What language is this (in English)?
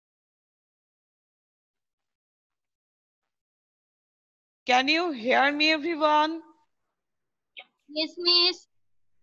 Bangla